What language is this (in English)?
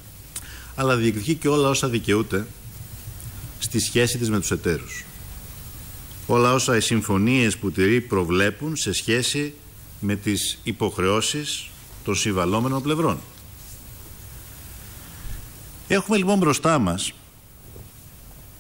Greek